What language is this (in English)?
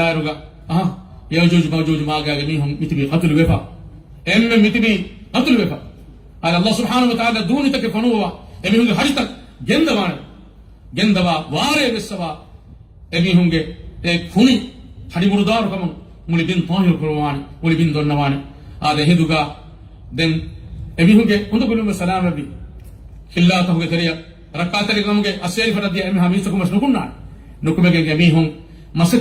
Divehi